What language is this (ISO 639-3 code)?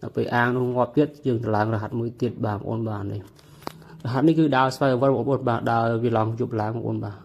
khm